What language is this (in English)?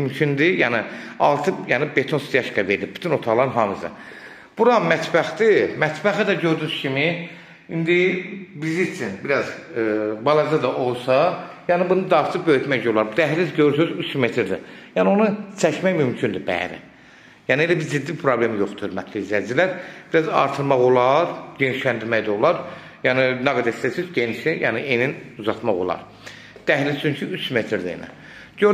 Azerbaijani